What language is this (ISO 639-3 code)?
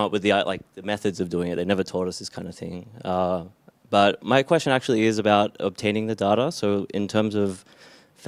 eng